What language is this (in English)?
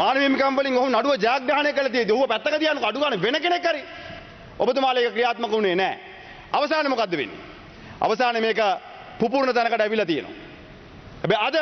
Sinhala